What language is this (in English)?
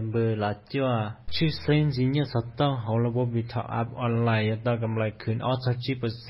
Hmong